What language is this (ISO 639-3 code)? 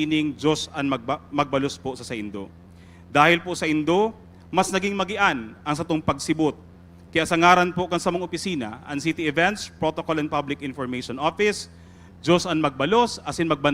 bik